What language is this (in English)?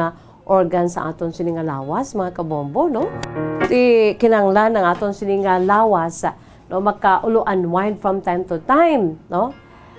Hiligaynon